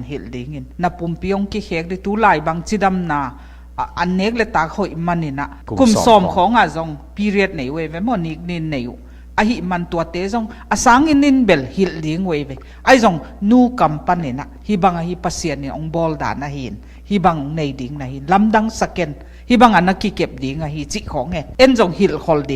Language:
Tedim Chin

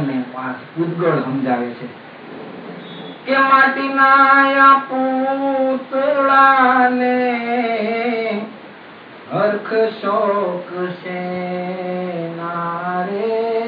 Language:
Gujarati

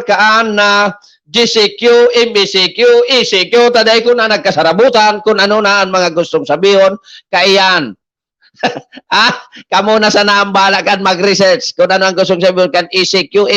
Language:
Bikol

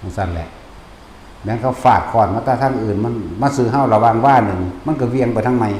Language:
Northeastern Thai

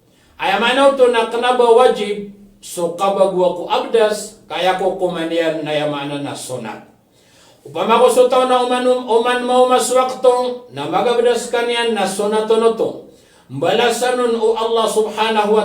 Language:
Maranao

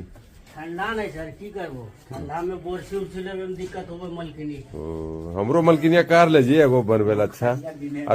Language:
Magahi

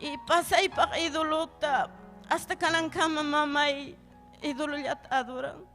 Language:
Ayacucho Quechua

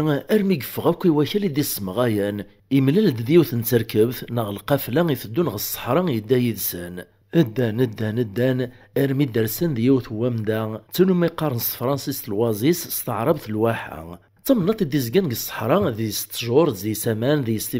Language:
Kabyle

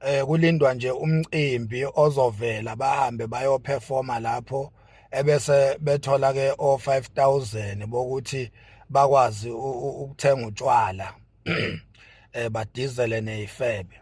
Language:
Zulu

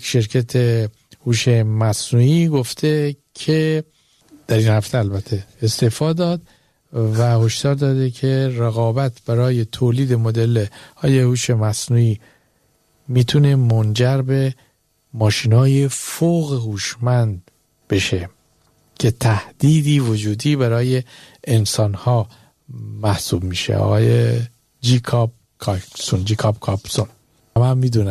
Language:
Persian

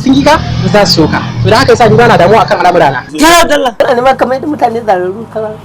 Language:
Hausa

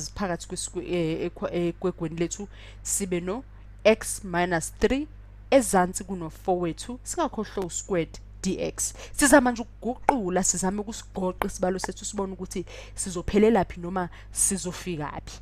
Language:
Zulu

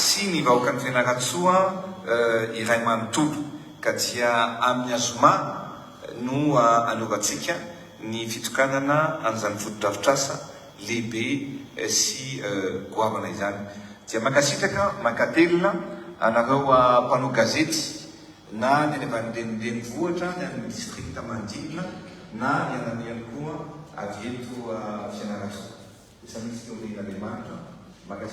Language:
Malagasy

